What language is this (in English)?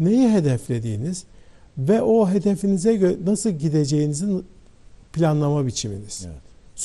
Turkish